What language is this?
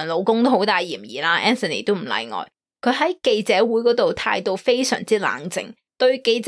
Cantonese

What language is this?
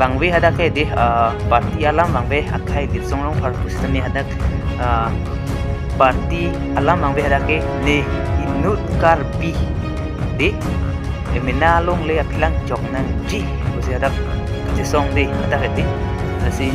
Karbi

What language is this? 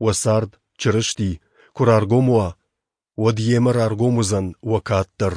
Ossetic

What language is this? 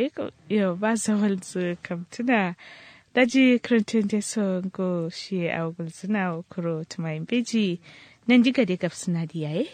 Kanuri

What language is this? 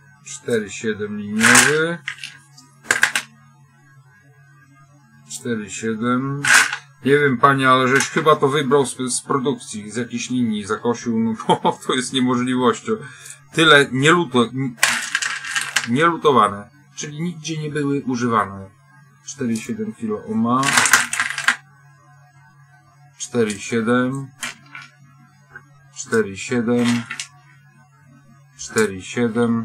Polish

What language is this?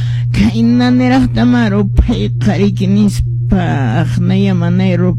Quechua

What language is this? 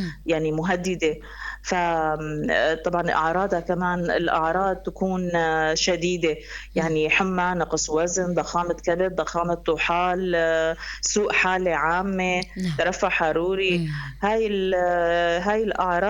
North Levantine Arabic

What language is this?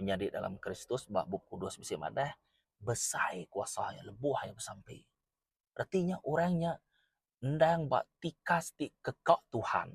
Iban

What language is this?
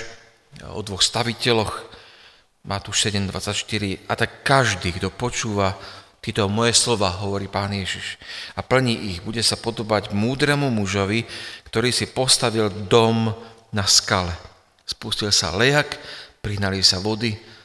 Slovak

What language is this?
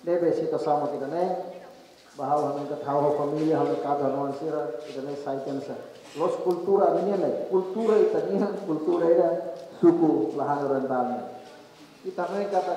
Tetum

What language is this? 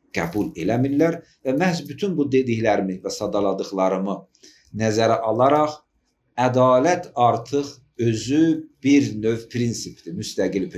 Azerbaijani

